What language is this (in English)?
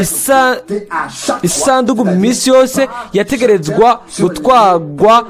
Rundi